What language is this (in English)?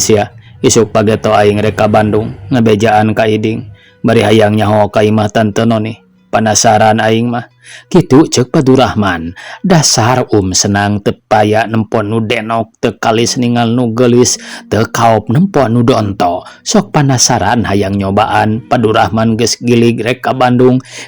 Sundanese